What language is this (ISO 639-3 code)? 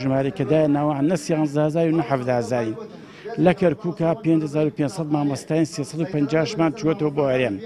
ckb